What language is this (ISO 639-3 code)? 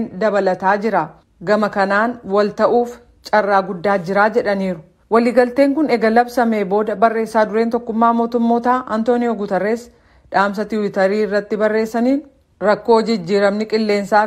orm